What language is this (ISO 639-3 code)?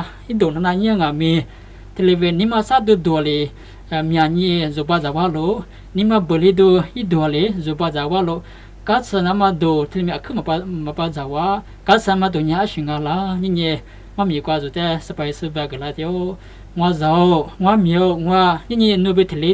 lis